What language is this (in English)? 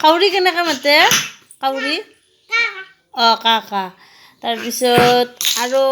Assamese